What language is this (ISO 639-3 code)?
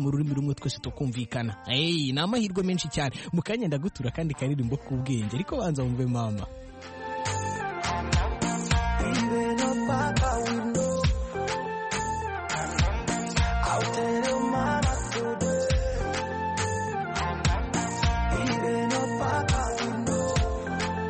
kin